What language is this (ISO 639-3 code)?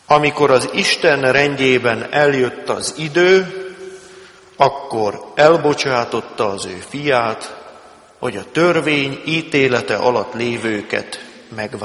hun